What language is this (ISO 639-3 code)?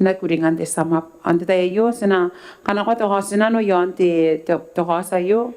gil